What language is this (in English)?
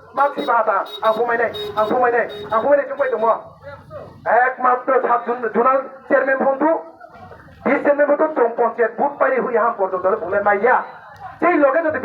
Riang (India)